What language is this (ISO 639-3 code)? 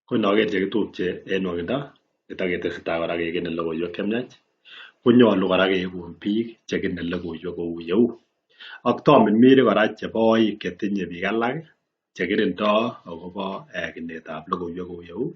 kln